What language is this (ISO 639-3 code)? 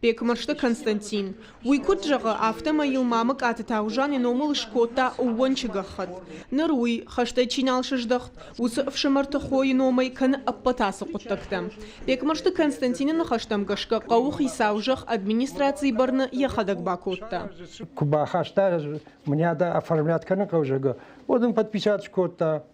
oss